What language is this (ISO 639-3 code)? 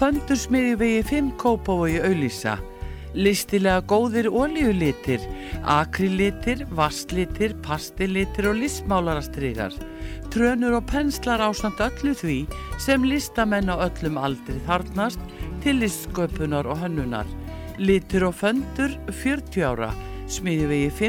isl